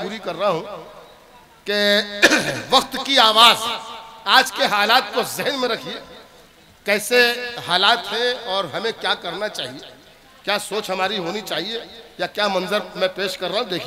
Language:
Hindi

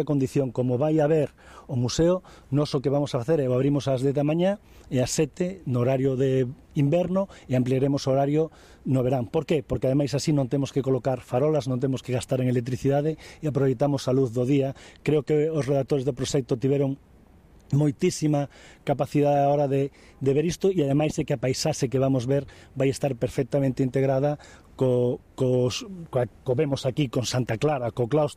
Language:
Galician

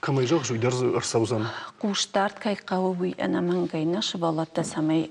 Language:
Ossetic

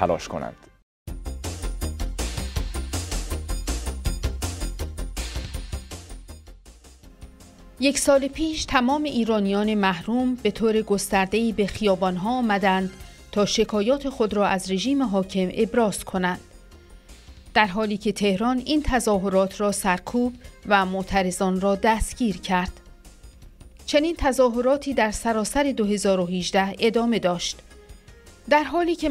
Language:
Persian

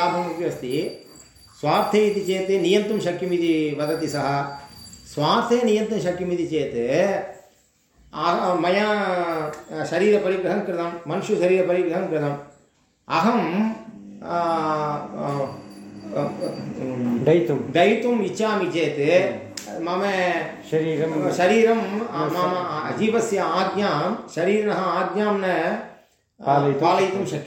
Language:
Sanskrit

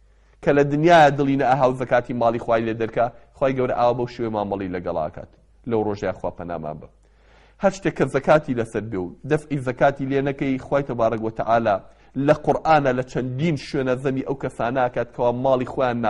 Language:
Central Kurdish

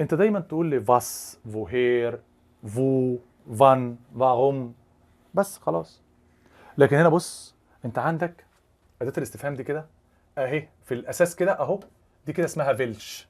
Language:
Egyptian Arabic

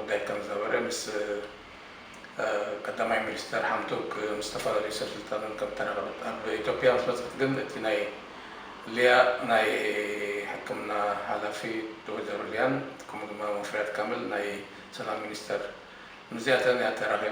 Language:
Tigrinya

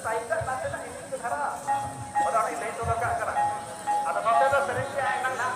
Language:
Santali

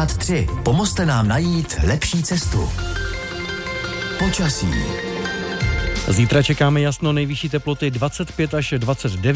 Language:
Czech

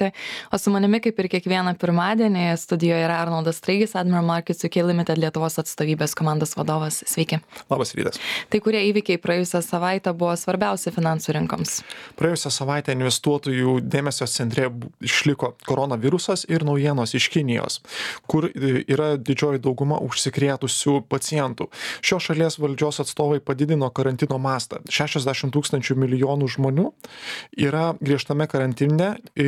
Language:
Lithuanian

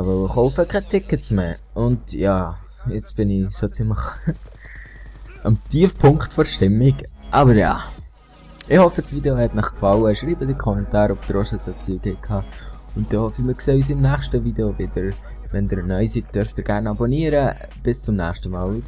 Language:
Swiss German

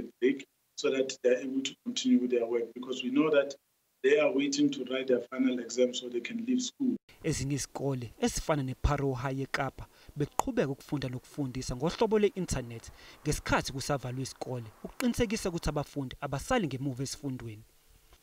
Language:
Zulu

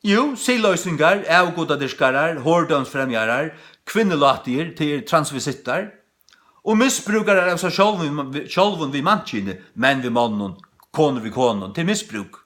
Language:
Faroese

